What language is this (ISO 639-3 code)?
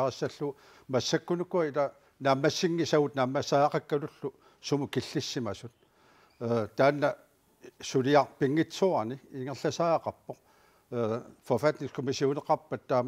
kal